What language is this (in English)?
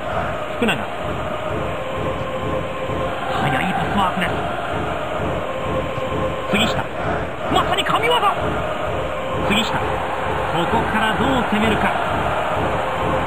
Japanese